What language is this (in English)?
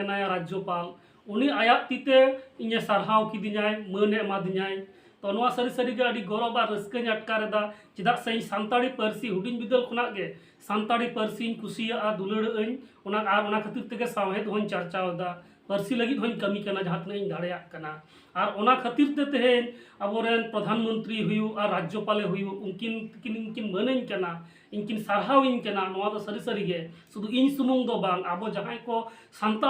Santali